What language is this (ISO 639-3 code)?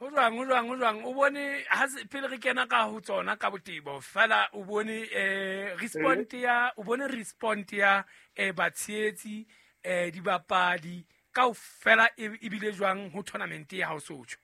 sot